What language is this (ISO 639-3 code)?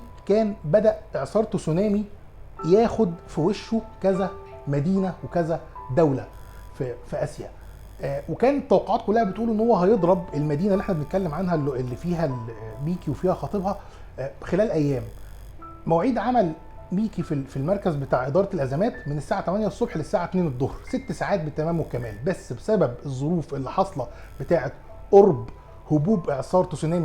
arz